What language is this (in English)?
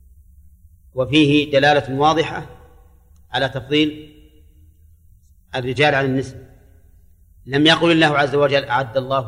Arabic